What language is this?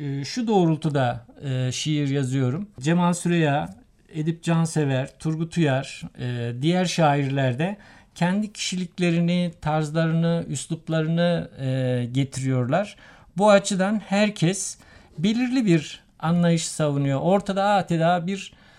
Turkish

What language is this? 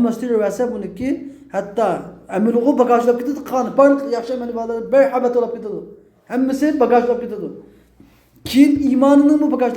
Uyghur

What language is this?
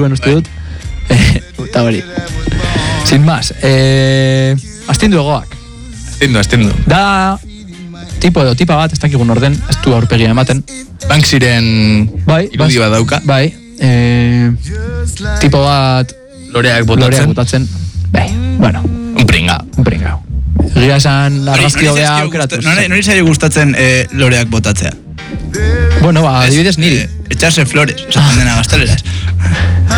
Basque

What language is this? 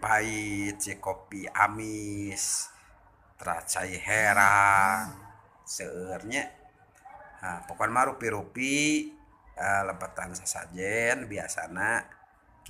Sundanese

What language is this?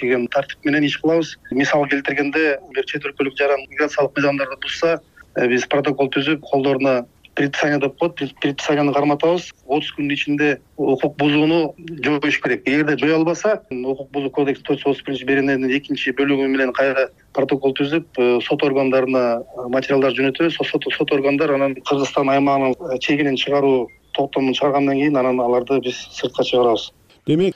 Kyrgyz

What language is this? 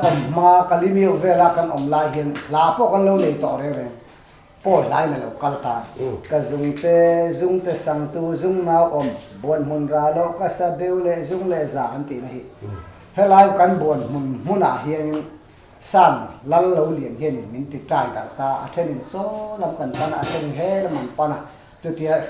Mizo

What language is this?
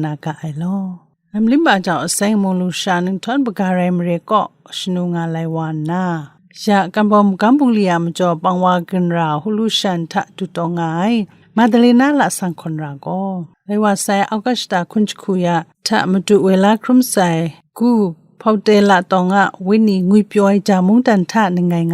Kachin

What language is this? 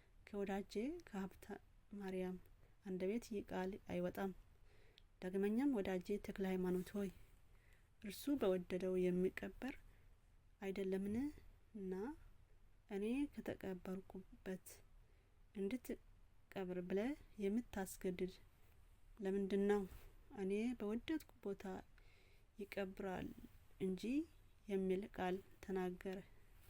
Amharic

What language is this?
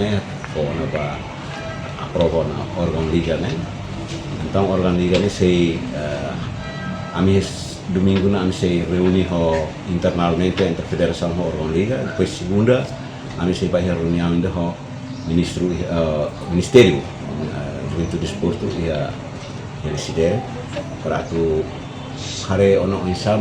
Tetum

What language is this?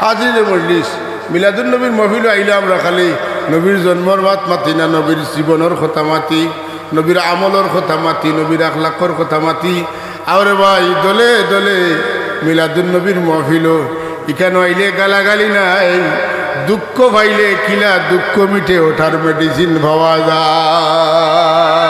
Sylheti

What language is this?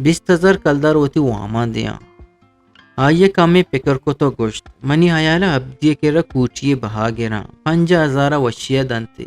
Eastern Balochi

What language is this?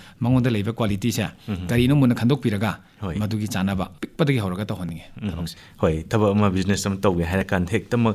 Manipuri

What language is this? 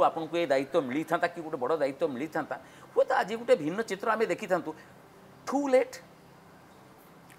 Odia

